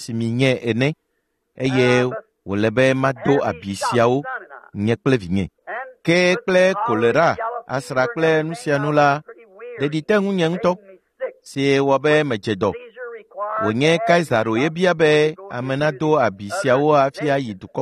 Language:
Ewe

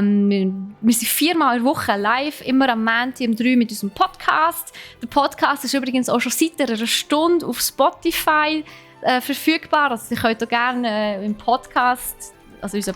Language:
Swiss German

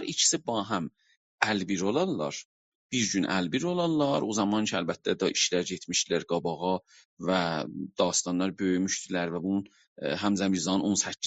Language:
South Azerbaijani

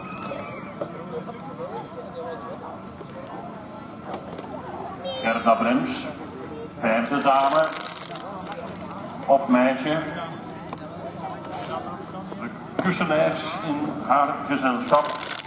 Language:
Dutch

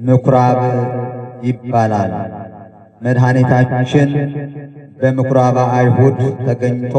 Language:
Amharic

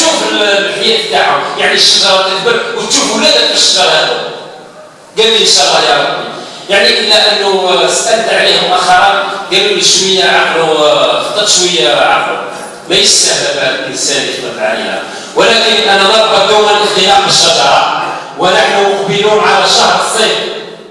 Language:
Algerian Arabic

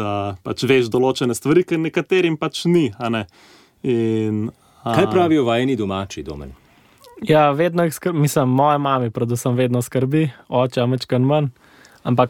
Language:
Slovenian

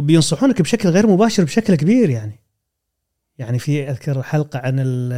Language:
Gulf Arabic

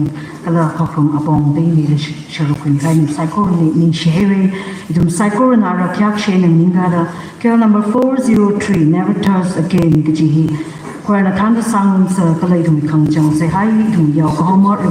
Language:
Tangkhul Naga (India)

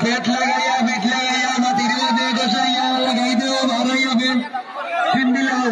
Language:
Sylheti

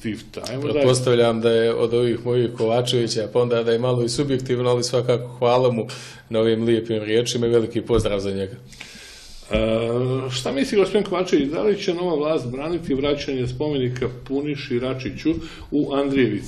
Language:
Serbian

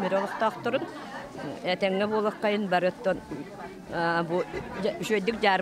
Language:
Yakut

